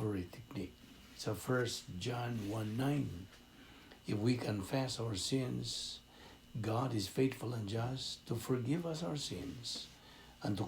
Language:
Cebuano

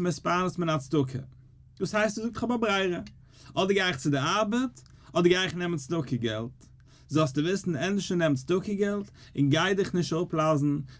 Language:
Yiddish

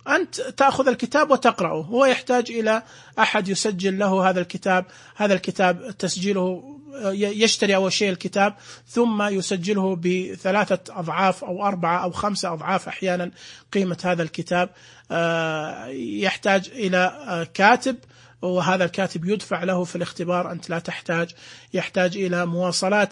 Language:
Najdi Arabic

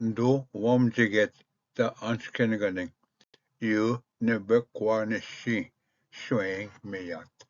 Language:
Ojibwa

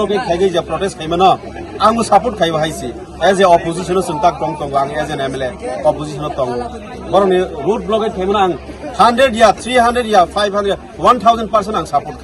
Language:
Kok Borok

